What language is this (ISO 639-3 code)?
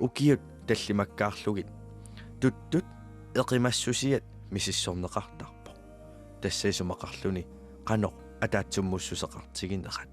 kal